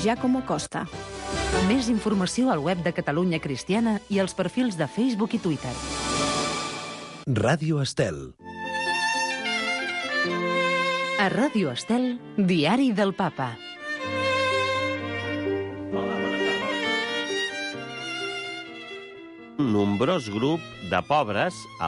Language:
Catalan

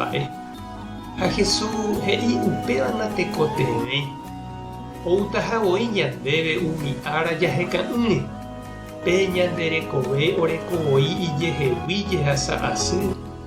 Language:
Guarani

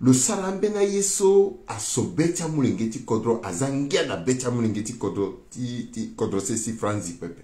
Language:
Sango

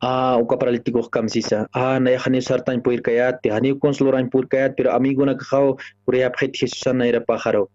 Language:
Aymara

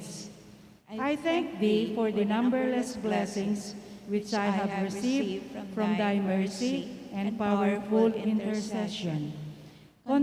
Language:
Pampanga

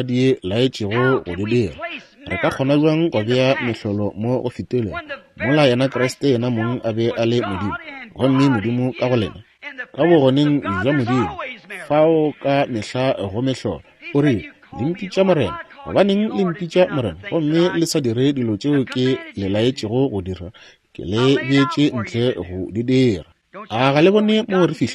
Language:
Northern Sotho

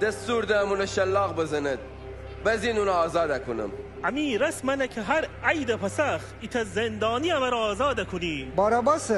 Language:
Gilaki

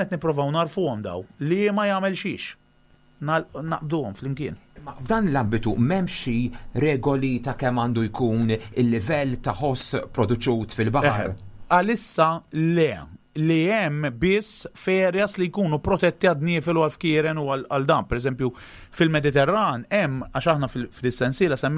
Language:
Maltese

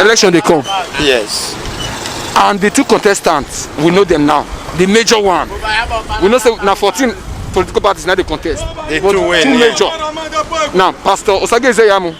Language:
Nigerian Pidgin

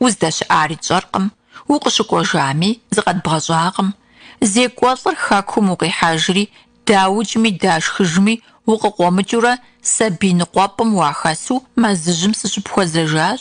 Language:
Kabardian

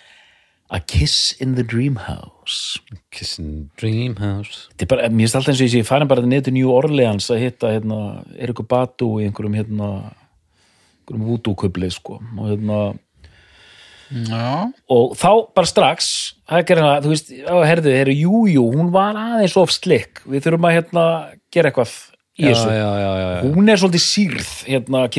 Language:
Icelandic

